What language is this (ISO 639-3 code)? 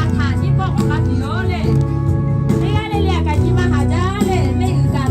lhu